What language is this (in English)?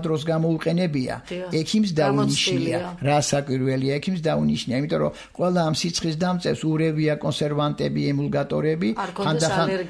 Georgian